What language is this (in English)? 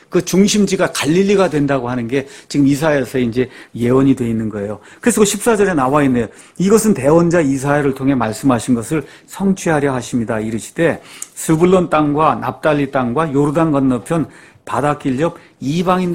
Korean